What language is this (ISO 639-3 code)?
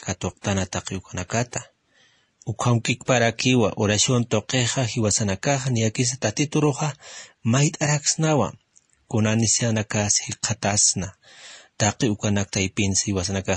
aym